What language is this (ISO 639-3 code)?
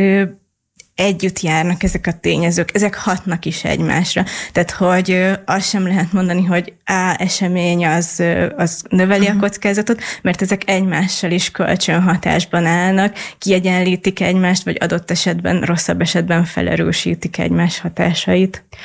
hun